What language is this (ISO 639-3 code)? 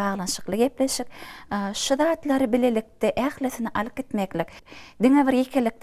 tuk